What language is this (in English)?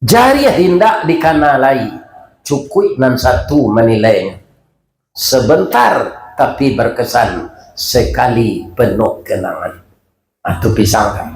Minangkabau